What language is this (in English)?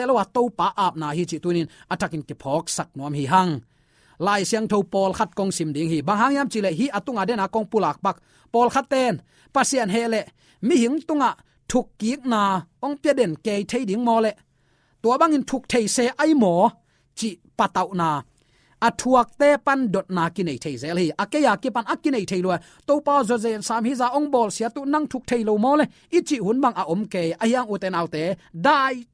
Tedim Chin